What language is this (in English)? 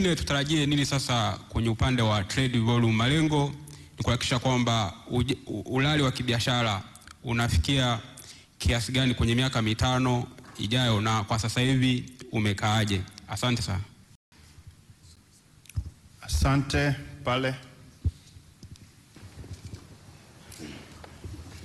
Swahili